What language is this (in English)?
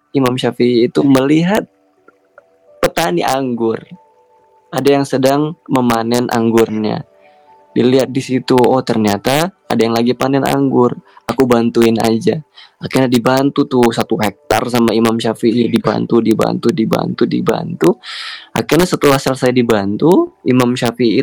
Indonesian